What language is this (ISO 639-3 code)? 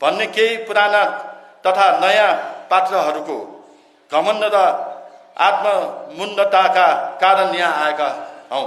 nep